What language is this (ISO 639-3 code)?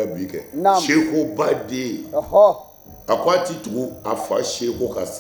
bam